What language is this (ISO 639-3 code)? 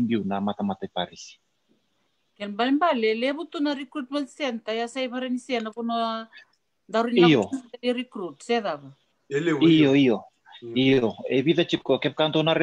fij